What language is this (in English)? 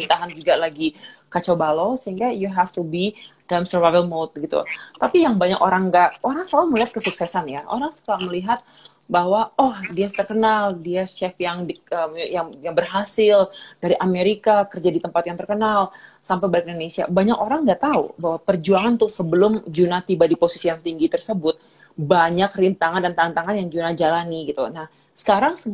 Indonesian